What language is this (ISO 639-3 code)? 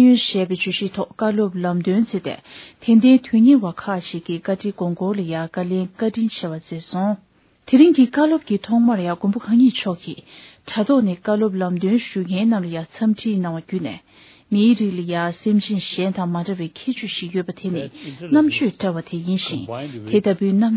bod